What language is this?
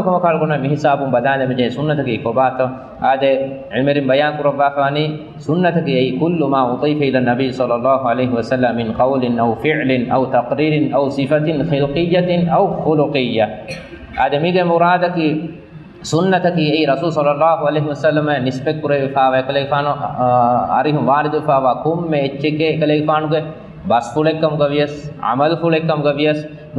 Divehi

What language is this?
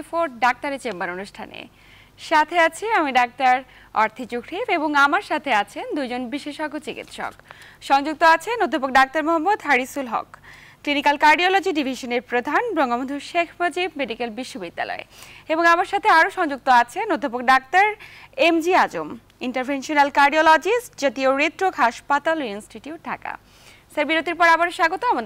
Bangla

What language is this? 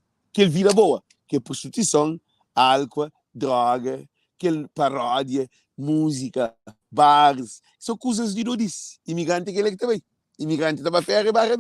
Kabuverdianu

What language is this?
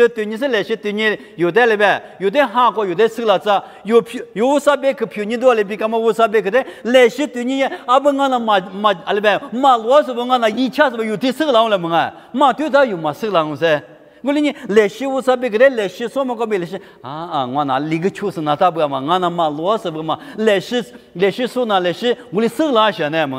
Lisu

